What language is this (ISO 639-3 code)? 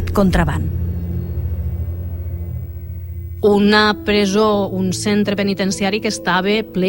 cat